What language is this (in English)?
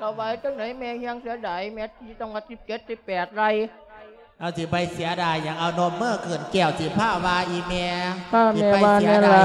Lao